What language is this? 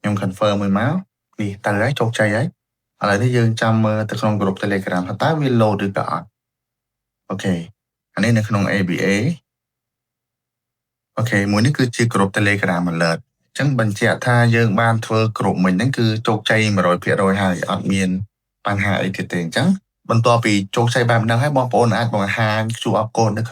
Khmer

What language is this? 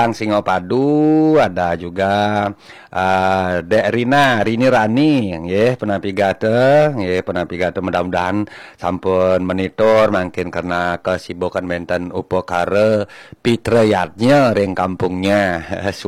Balinese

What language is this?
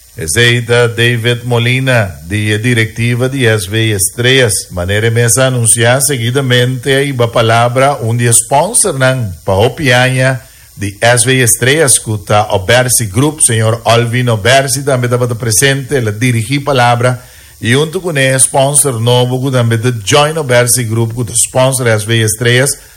Papiamento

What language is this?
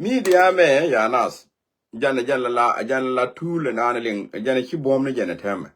Nuer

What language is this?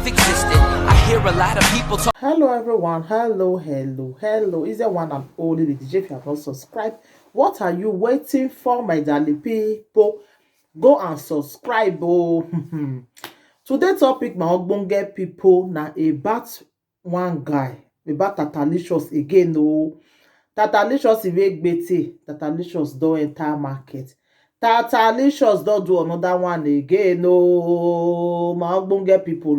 Nigerian Pidgin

